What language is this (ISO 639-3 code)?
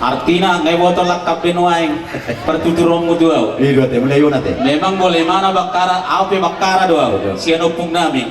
bbc